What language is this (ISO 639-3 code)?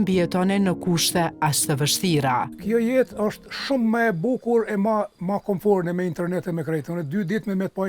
sqi